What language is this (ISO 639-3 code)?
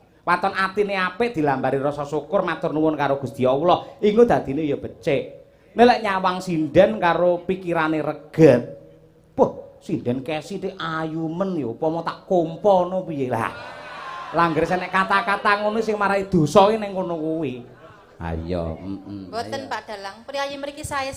jav